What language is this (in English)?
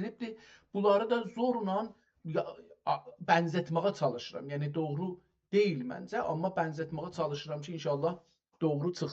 South Azerbaijani